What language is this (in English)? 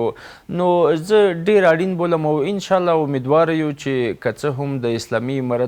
Pashto